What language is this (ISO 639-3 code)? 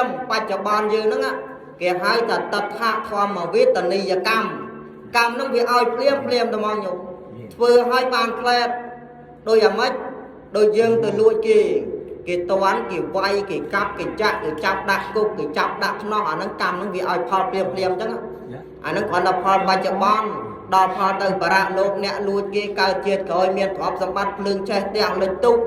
khm